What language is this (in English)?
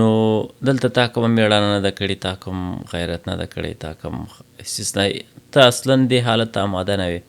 Pashto